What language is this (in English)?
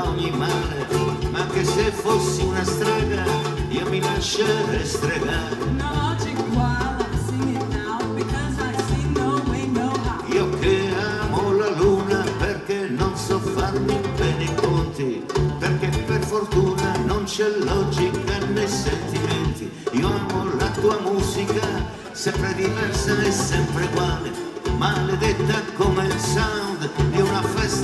Italian